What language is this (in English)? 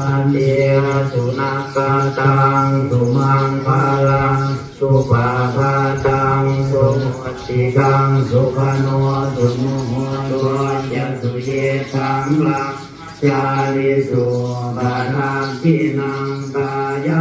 Pali